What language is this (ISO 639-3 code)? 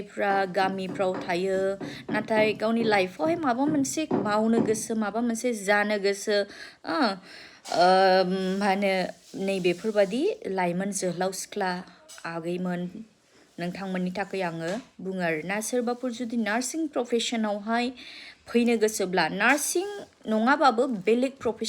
brx